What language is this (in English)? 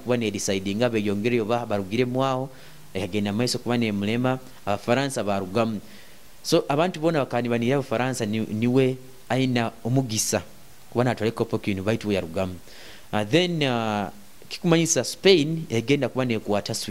Nyoro